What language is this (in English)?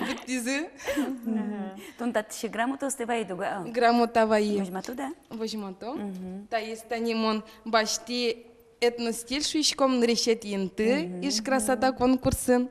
Udmurt